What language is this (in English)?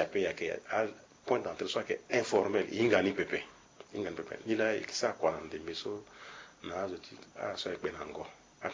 Sango